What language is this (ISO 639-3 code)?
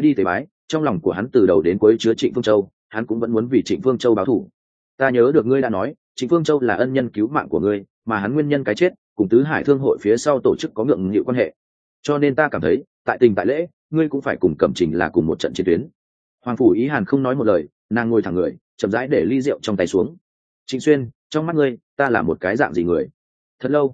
vie